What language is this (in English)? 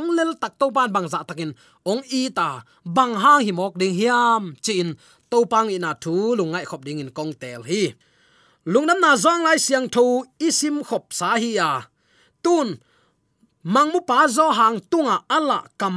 Tedim Chin